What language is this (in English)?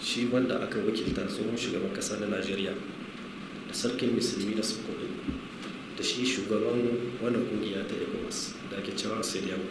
Hausa